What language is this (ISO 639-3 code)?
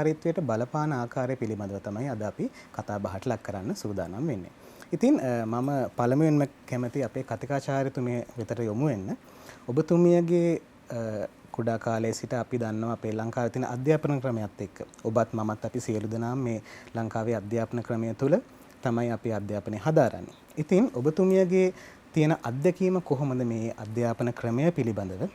sin